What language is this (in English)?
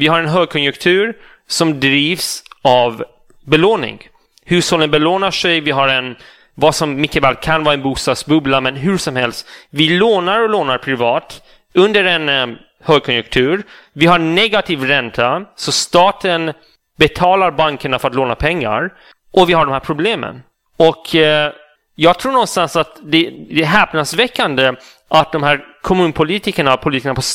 Swedish